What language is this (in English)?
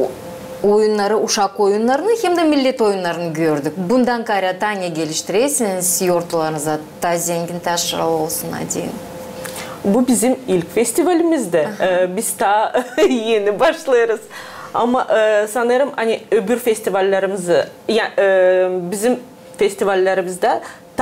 Gagauz